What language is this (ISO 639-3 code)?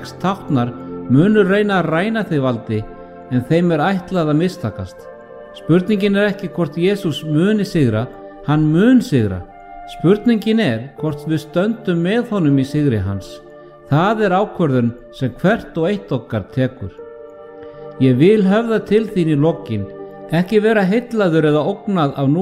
isl